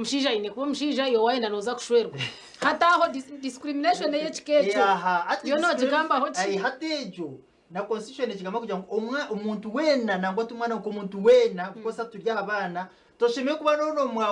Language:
Nyankole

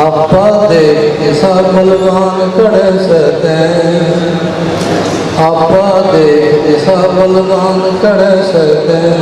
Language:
Haryanvi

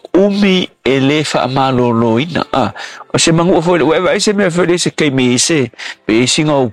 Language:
Samoan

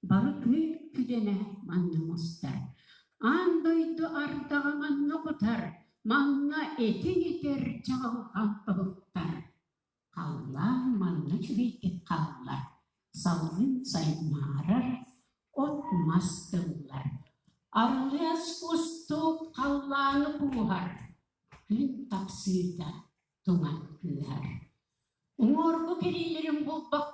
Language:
Yakut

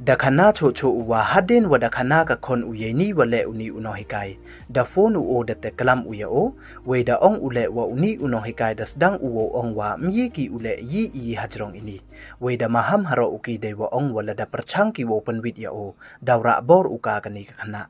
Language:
Pnar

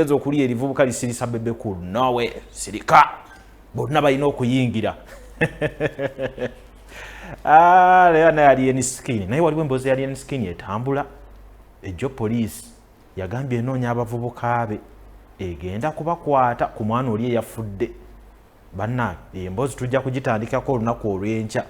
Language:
Ganda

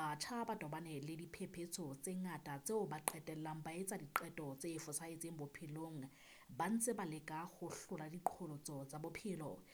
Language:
Southern Sotho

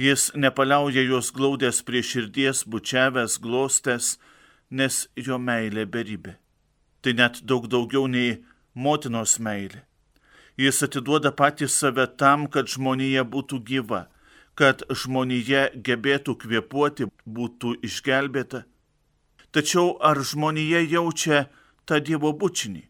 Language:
Lithuanian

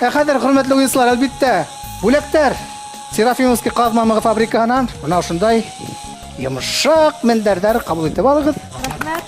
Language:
Bashkir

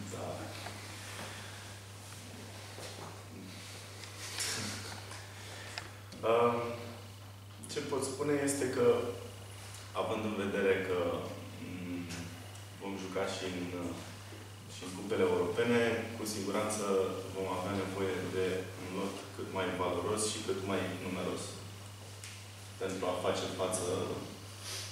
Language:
Romanian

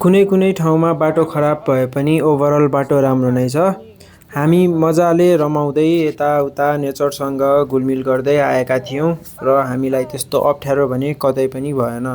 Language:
Nepali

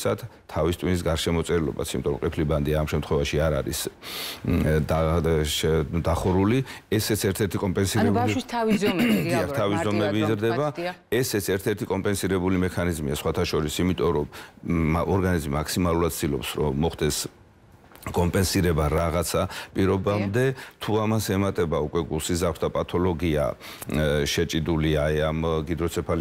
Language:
Georgian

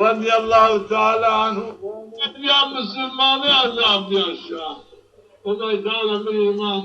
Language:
Zaza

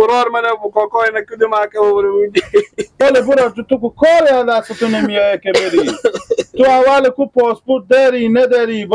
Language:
Persian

